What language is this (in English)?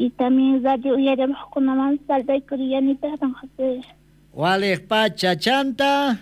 South Bolivian Quechua